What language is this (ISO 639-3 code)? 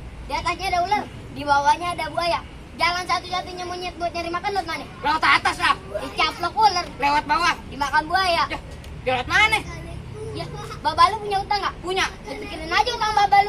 bew